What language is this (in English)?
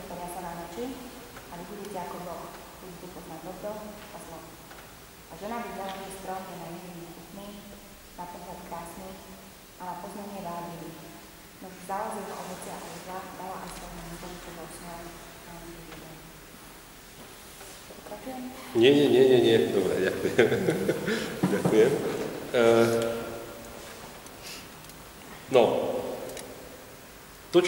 Slovak